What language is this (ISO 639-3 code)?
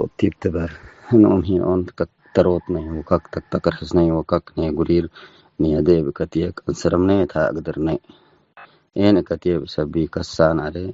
tig